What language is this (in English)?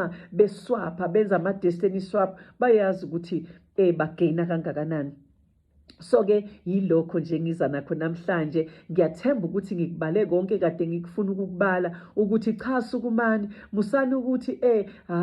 Zulu